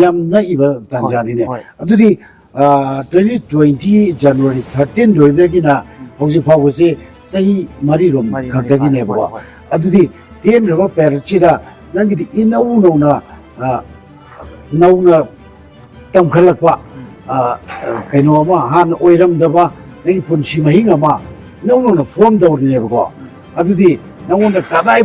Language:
Manipuri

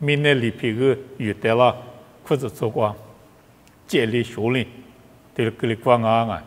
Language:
Lisu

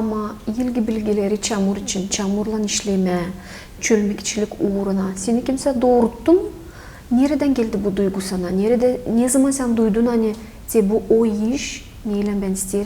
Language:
Gagauz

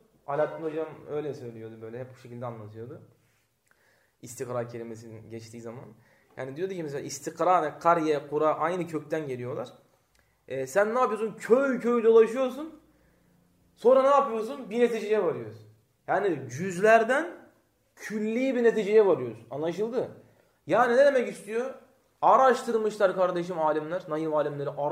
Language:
Turkish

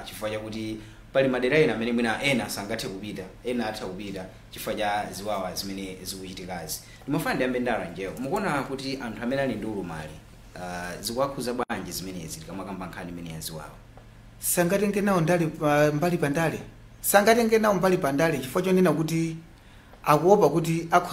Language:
Nyanja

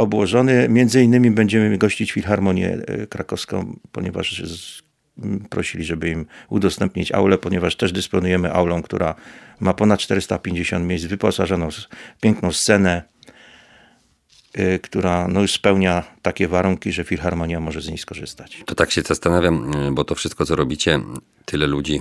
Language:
Polish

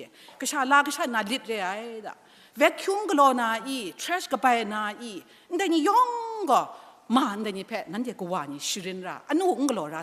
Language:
Kachin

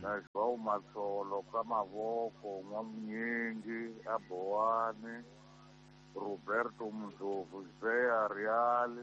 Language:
Tsonga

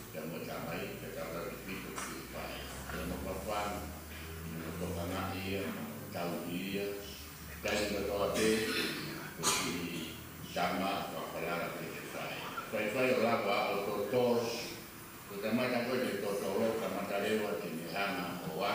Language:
Tongan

